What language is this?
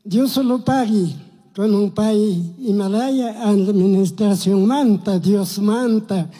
Chimborazo Highland Quichua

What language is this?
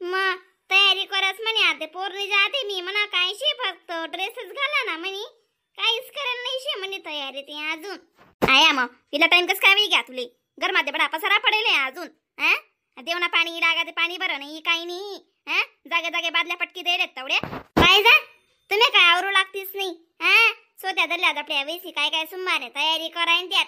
Khandesi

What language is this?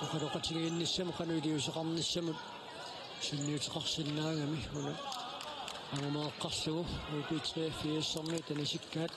Kalaallisut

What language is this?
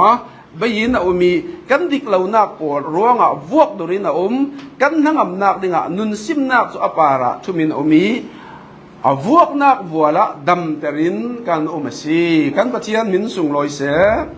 Falam Chin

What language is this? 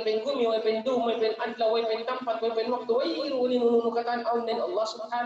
Tausug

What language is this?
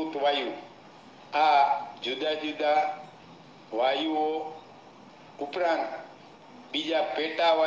Gujarati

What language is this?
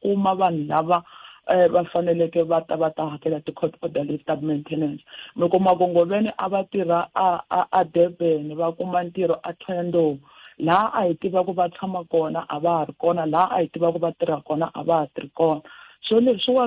Tsonga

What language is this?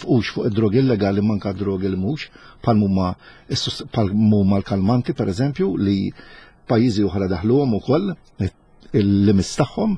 Maltese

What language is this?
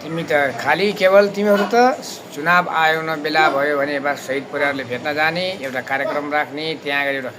Nepali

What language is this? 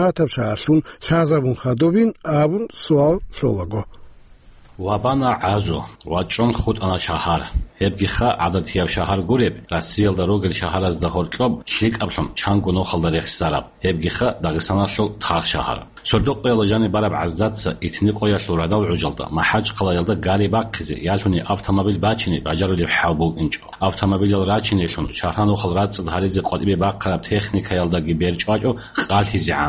Avaric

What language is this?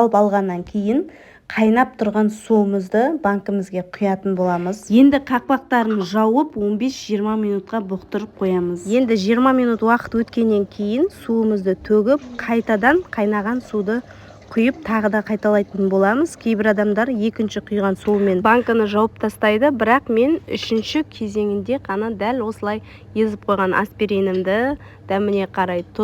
Kazakh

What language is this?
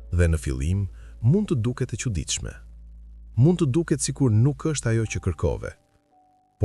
Albanian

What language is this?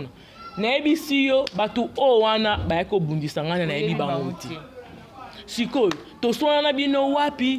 Lingala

